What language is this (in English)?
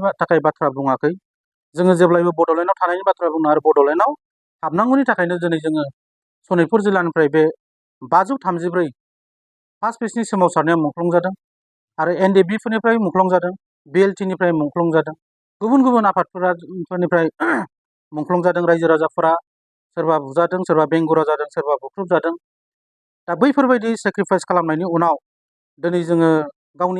Bodo